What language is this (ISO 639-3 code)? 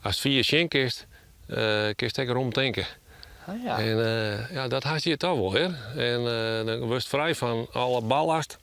fry